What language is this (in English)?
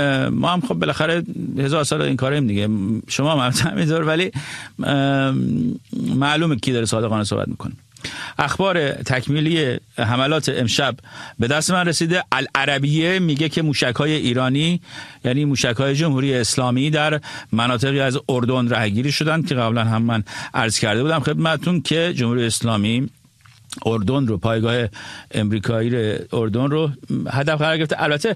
Persian